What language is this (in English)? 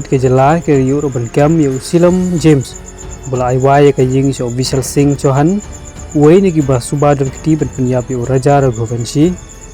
Khasi